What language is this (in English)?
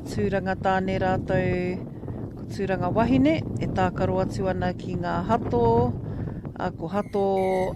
Māori